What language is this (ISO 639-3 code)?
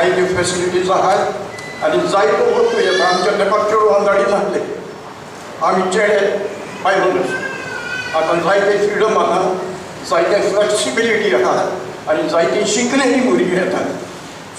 kok